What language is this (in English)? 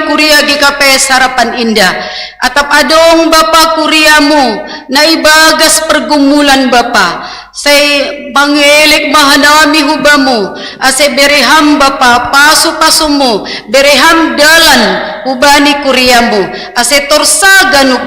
Batak Simalungun